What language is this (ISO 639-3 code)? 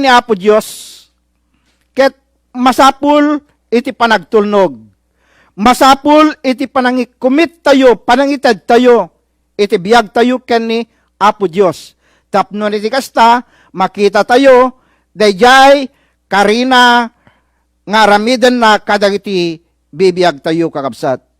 ilo